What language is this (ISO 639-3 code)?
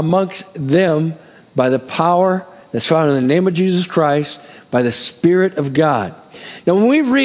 eng